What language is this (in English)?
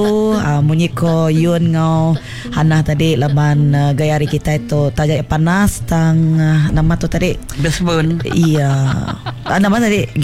Iban